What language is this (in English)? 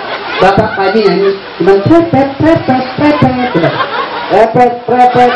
Betawi